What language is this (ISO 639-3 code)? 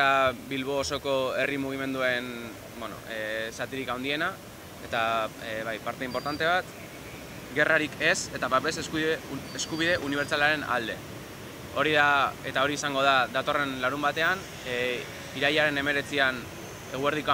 eus